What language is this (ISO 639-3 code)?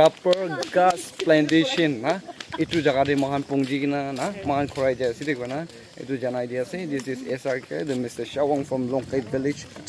nag